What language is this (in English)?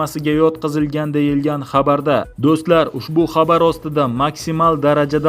Uzbek